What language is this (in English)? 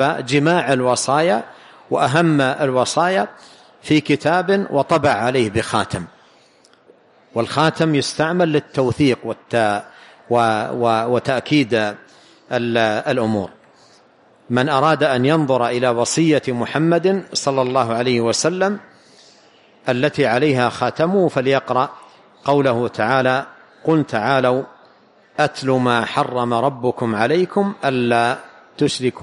Arabic